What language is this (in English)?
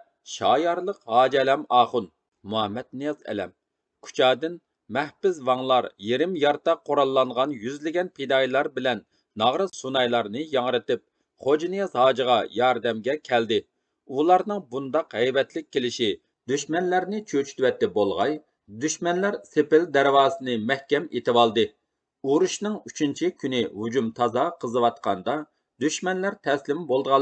Uyghur